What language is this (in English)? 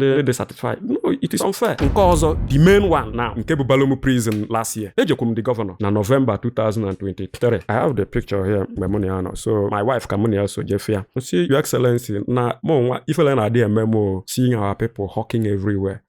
Igbo